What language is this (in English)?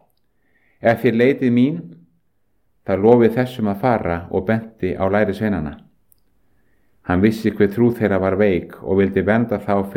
Icelandic